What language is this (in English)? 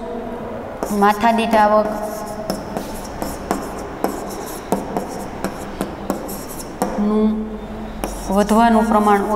Gujarati